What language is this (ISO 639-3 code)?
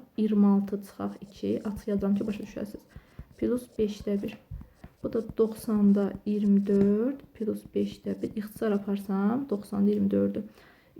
aze